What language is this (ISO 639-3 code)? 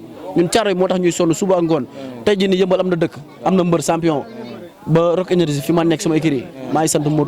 wol